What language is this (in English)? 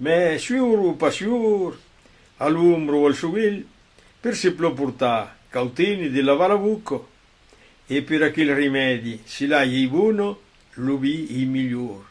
Occitan